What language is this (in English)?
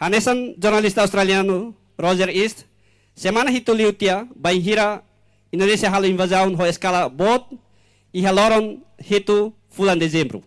Tetum